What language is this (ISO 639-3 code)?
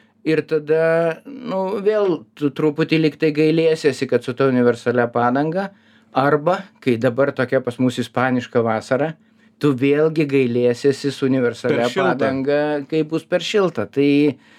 lit